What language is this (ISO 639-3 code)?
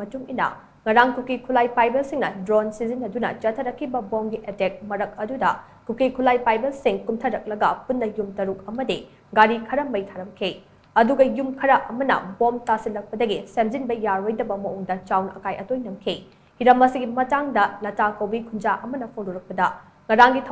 mni